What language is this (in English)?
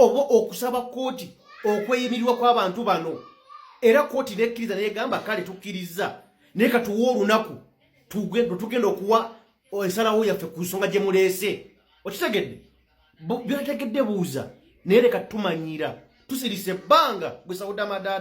Ganda